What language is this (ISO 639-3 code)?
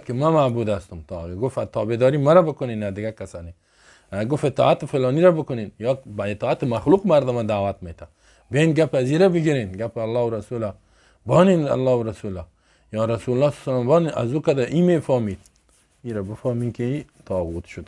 fas